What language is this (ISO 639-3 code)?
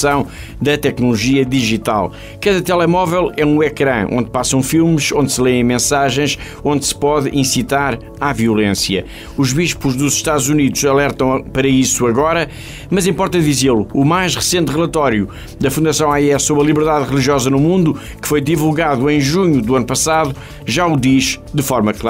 por